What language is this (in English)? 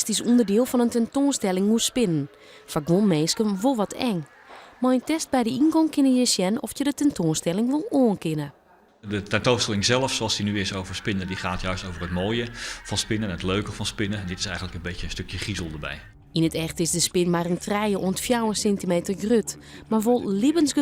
Western Frisian